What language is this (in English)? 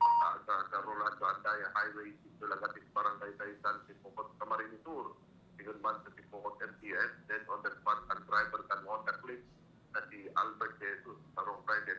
Bikol